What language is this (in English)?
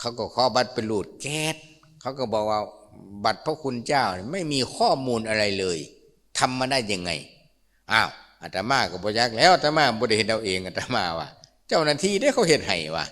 Lao